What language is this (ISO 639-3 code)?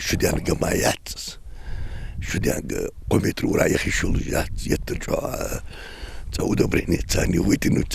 inh